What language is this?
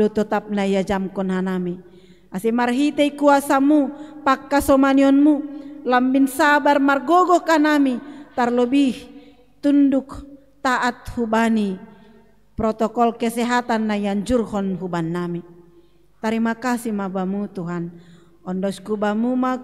Batak Simalungun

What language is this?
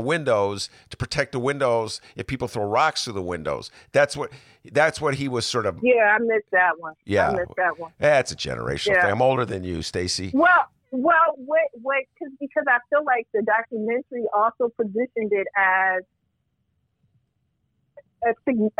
English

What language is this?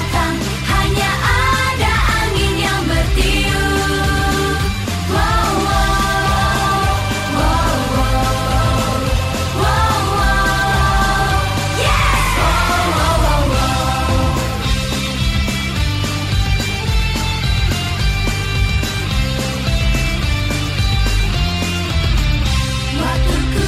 Indonesian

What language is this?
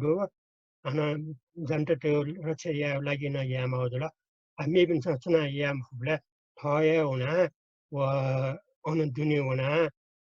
Newari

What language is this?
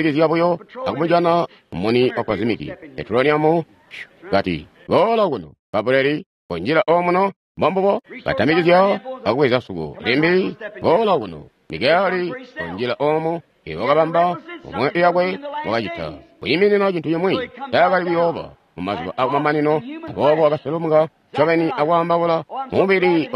Tonga (Zambia)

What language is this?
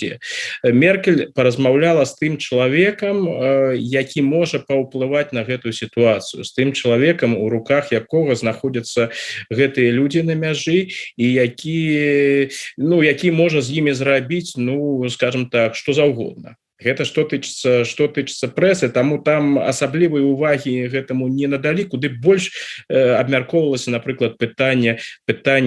Belarusian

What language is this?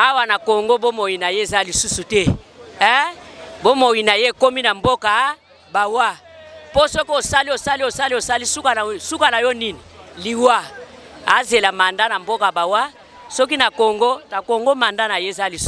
Lingala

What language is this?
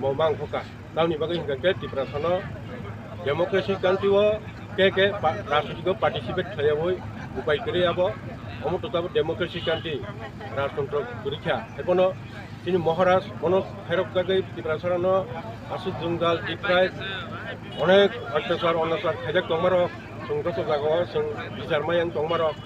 Kok Borok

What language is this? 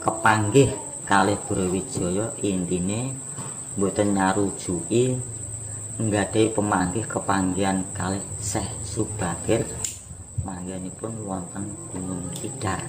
Javanese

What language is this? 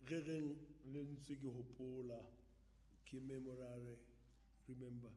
Southern Sotho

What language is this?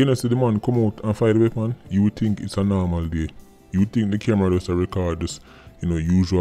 Jamaican Creole English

